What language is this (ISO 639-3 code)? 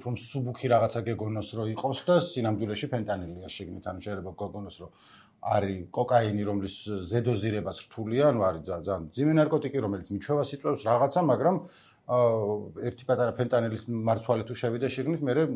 kat